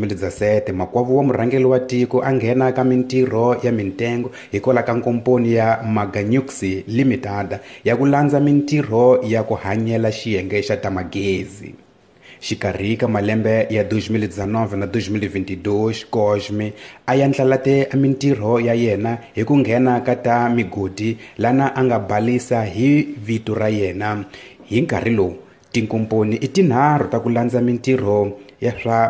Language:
Tsonga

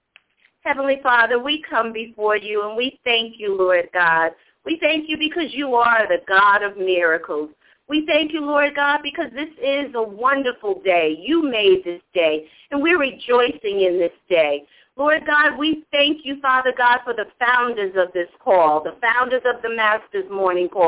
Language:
English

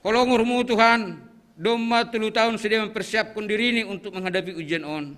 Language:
Batak Simalungun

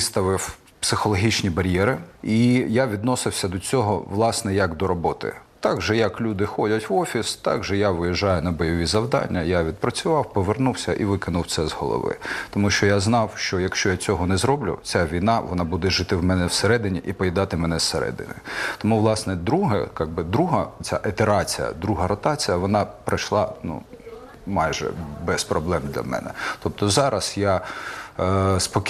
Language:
Ukrainian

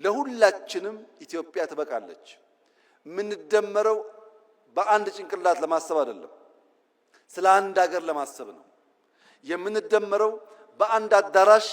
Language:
Amharic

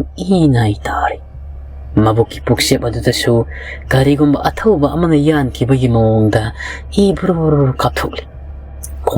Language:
Manipuri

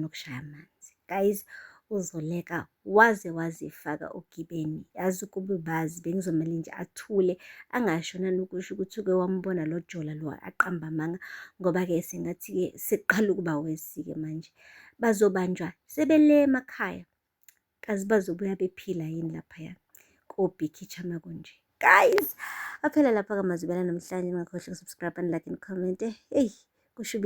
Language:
Zulu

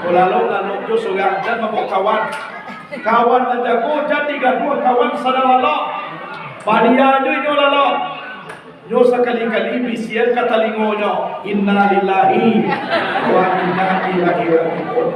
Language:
Minangkabau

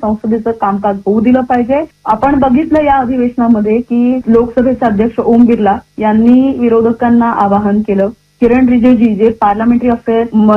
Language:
Marathi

